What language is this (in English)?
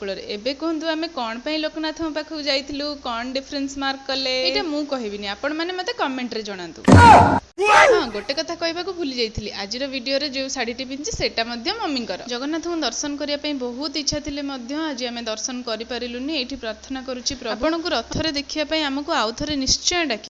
Odia